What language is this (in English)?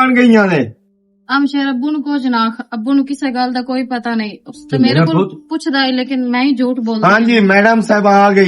Western Panjabi